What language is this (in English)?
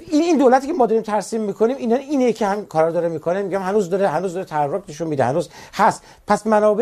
Persian